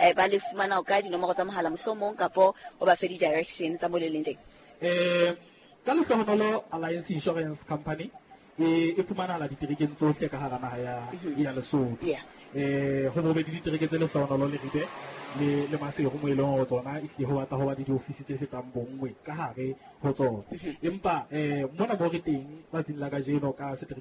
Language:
Southern Sotho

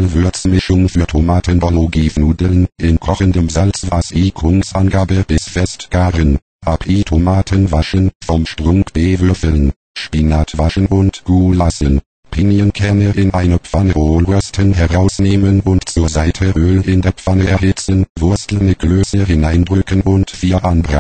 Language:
German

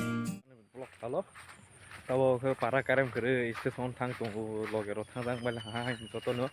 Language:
Kok Borok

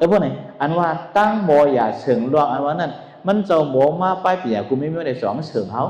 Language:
Shan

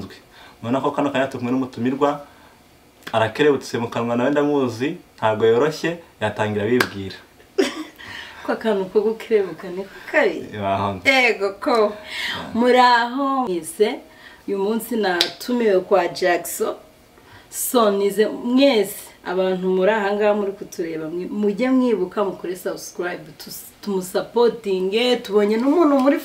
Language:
Kinyarwanda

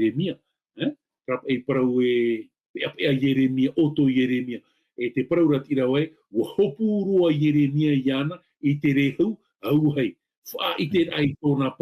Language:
Tahitian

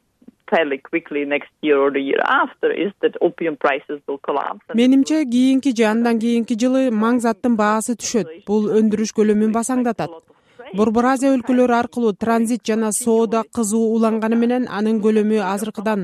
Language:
Kyrgyz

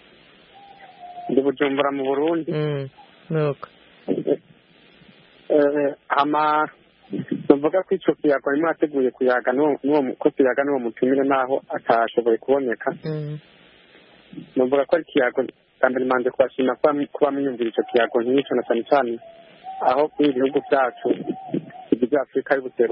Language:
Kinyarwanda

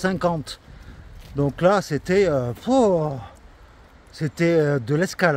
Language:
French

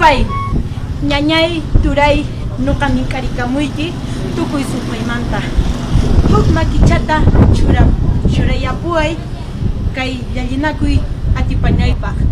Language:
Quechua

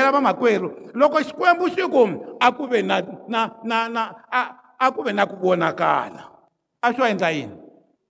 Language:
Tsonga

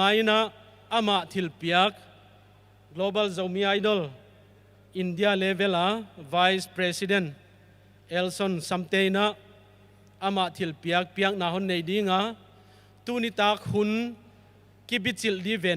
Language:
Paite Chin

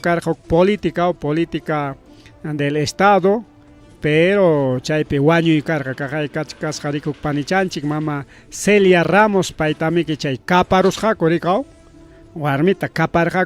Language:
Ayacucho Quechua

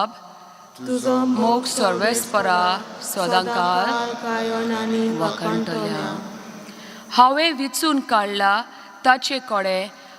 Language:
Konkani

